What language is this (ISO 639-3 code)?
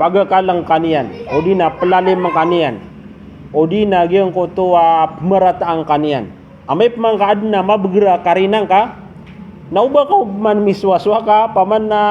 mrw